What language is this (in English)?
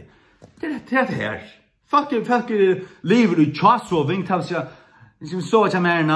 Faroese